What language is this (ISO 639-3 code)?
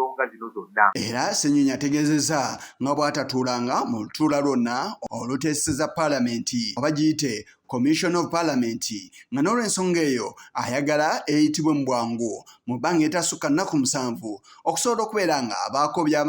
lug